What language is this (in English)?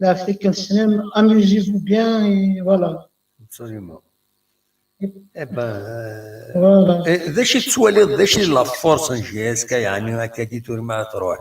Kabyle